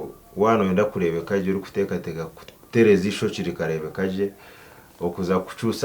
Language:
Nyankole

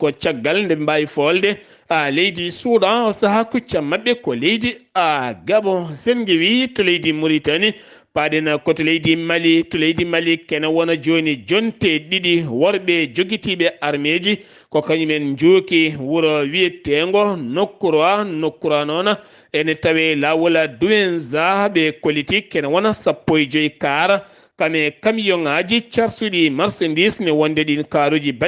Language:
Fula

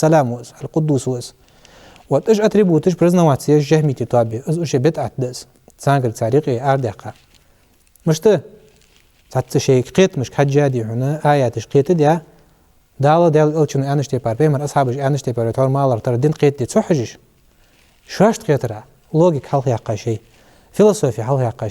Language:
Ingush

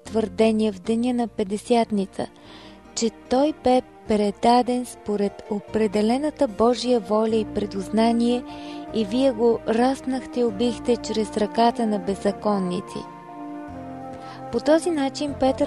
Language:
Bulgarian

